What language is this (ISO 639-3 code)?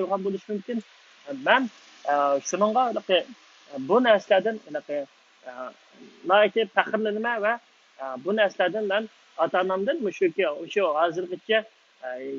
uig